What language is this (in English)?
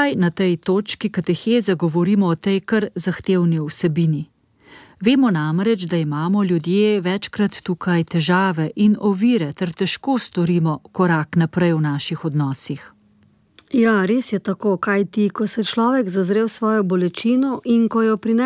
Slovenian